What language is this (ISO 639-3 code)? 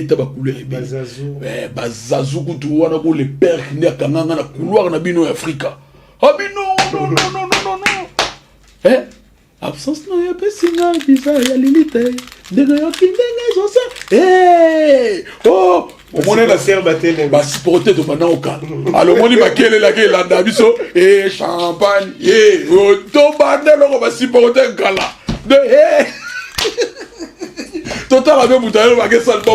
lin